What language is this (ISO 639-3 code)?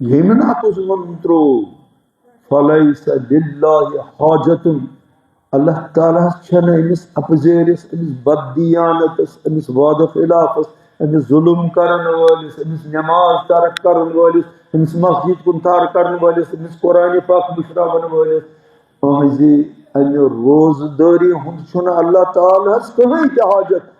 kas